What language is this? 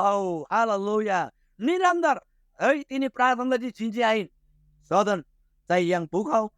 Eastern Tamang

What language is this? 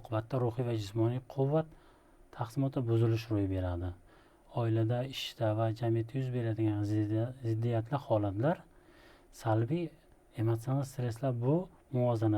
Uzbek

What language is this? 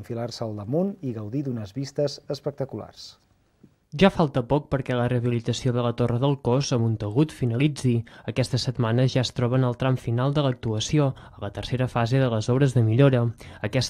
Catalan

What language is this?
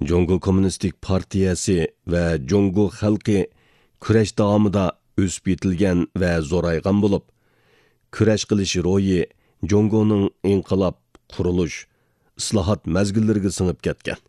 Uyghur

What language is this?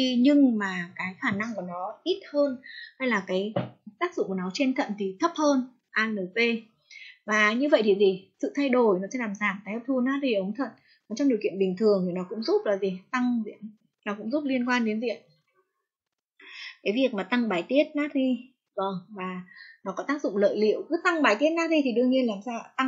Vietnamese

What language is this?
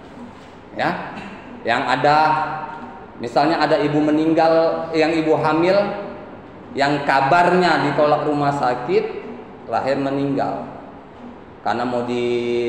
Indonesian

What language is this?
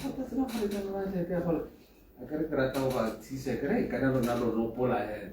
Tswana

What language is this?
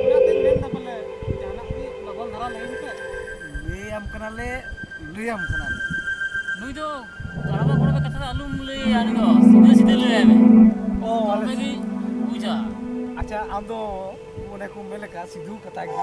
Santali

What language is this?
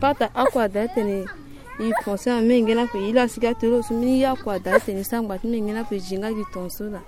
Sango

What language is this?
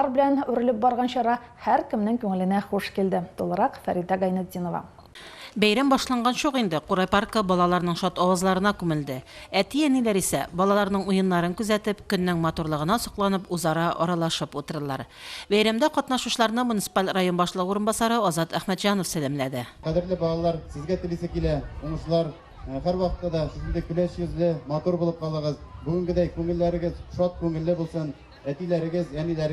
Tatar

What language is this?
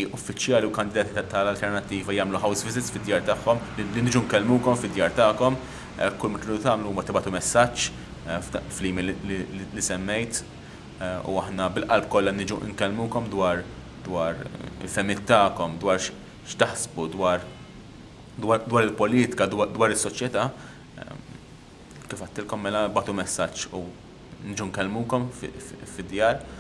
Maltese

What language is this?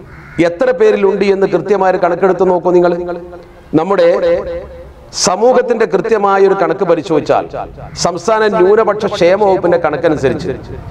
Malayalam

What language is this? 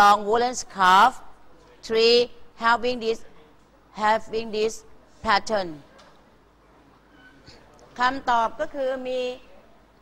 Thai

